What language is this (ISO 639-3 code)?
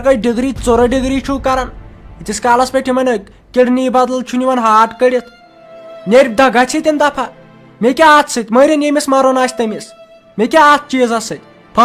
kas